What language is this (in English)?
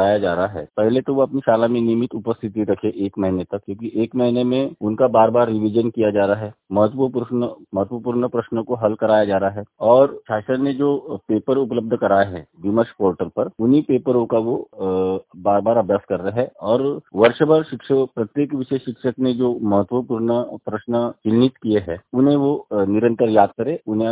Hindi